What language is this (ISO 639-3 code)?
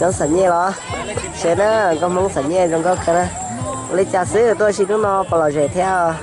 hmn